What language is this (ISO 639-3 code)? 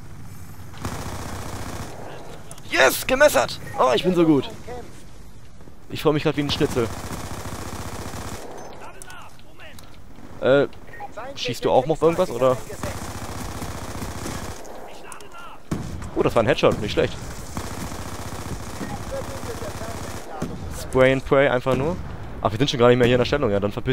deu